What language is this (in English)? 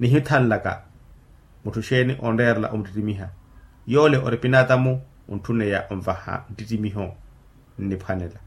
Makhuwa